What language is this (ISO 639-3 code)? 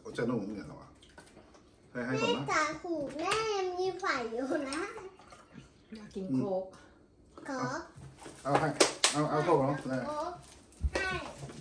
tha